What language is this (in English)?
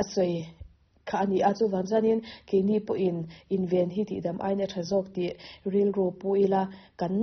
Mizo